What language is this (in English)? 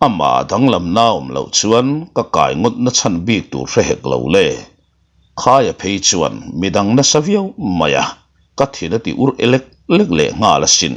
Mizo